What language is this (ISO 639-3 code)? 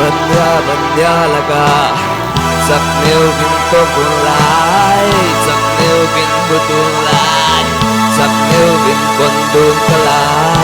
cfm